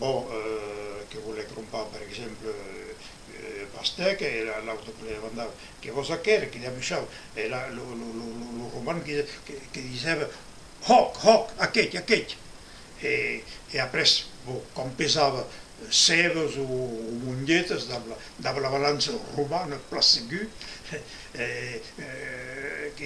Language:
Occitan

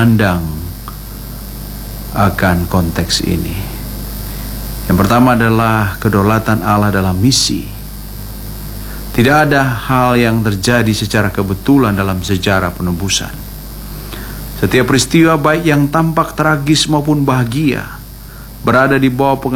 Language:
Indonesian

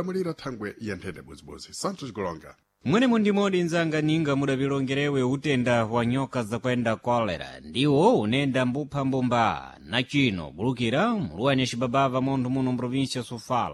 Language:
Sena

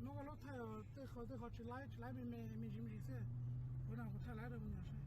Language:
Hmong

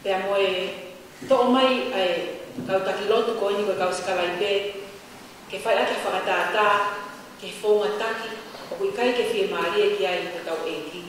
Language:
Tongan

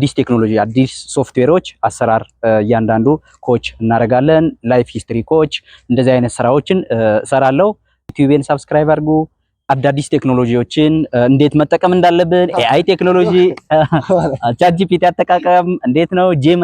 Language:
Amharic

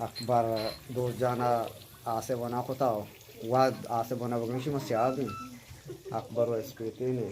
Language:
Eastern Balochi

